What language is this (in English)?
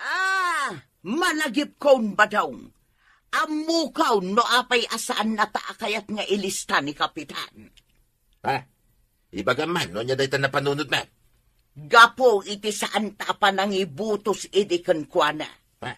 Iloko